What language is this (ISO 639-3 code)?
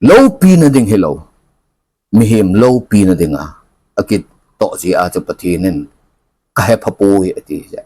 tcz